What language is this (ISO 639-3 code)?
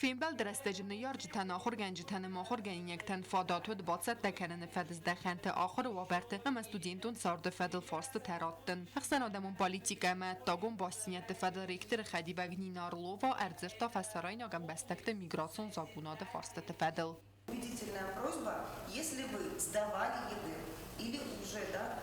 oss